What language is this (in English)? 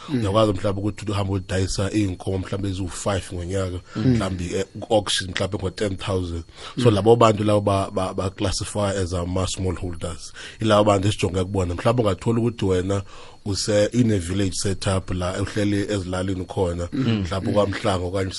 South Ndebele